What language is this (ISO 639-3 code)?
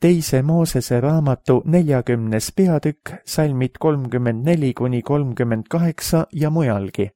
est